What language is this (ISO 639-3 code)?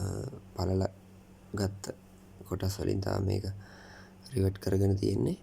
sin